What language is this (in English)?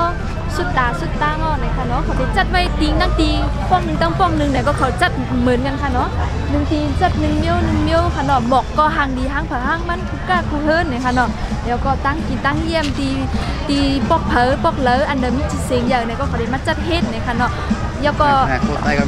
Shan